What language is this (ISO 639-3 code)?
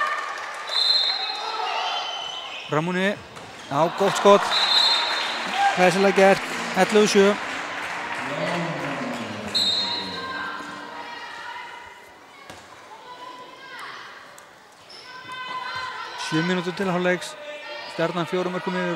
isl